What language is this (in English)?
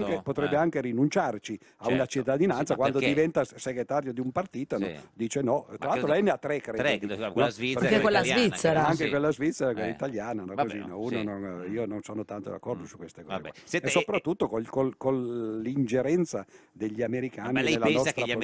Italian